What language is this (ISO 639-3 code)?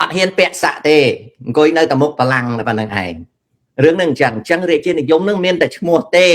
khm